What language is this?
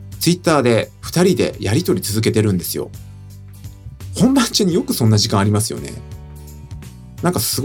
Japanese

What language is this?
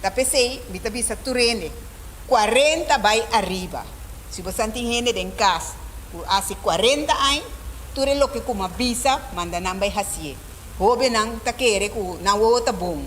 Papiamento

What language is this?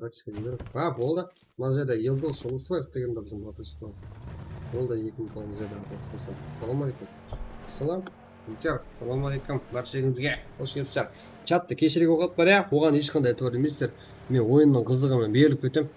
Kara-Kalpak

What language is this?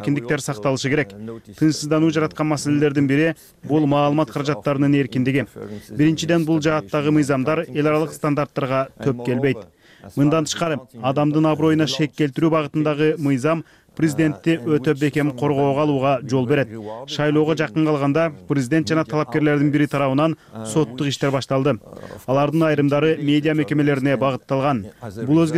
Kyrgyz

